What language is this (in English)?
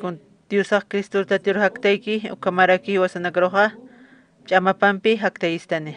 Aymara